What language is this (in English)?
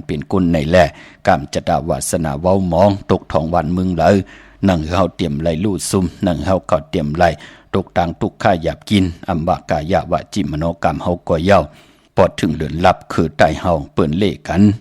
Shan